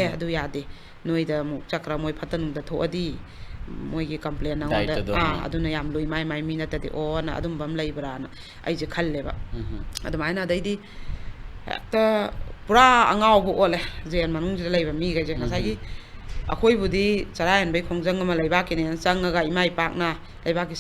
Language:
Manipuri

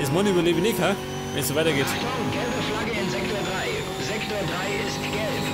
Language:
Bavarian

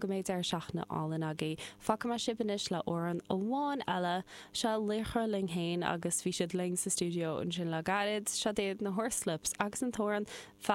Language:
Irish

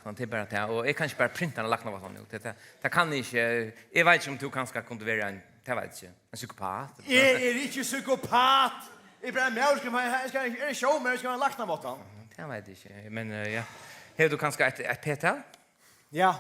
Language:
Faroese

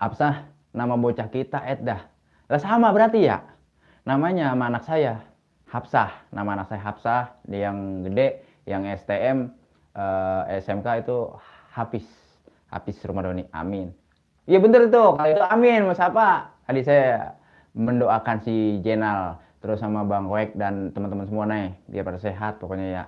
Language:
Betawi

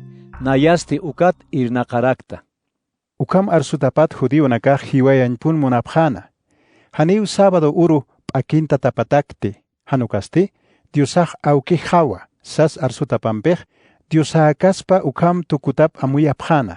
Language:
Aymara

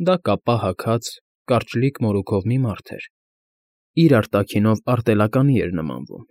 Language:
Armenian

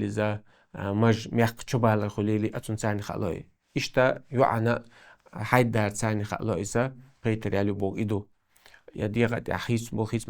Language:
Chechen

